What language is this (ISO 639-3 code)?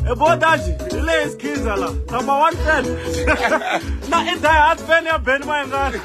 tso